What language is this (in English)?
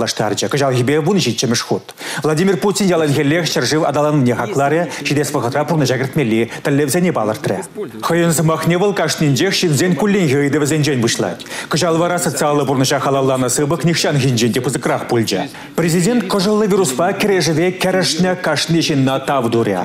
Chuvash